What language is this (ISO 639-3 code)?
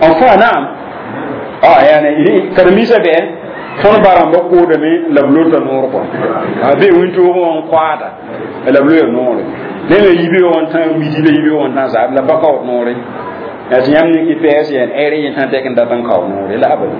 mos